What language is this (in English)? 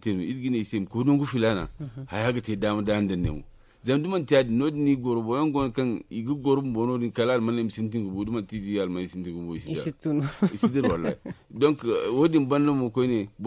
Zarma